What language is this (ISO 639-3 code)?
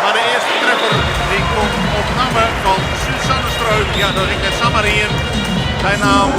fry